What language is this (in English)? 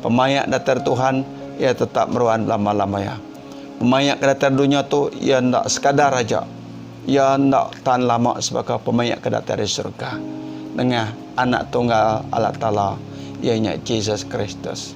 Iban